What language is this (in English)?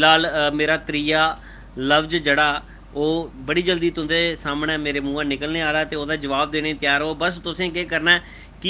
Dogri